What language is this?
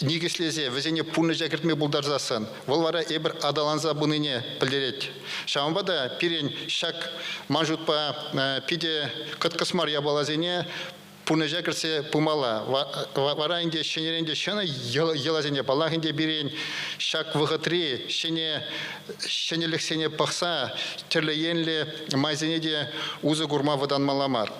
Chuvash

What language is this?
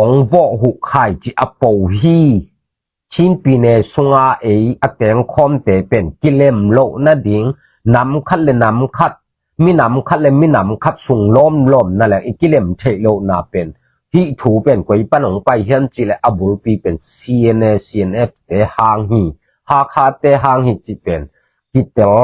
Tedim Chin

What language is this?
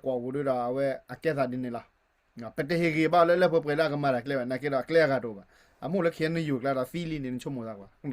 S'gaw Karen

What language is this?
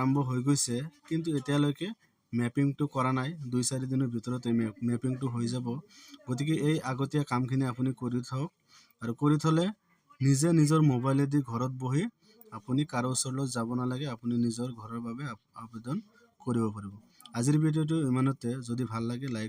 Assamese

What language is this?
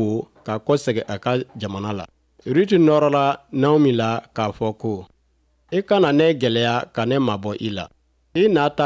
Bambara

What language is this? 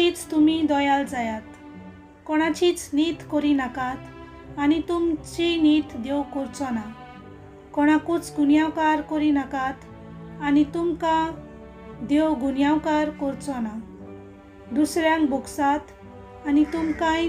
Konkani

